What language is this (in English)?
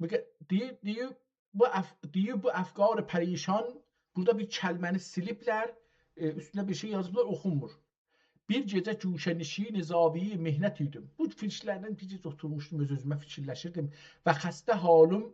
South Azerbaijani